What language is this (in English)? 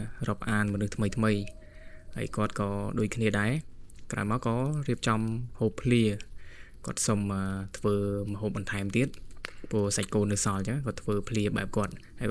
Khmer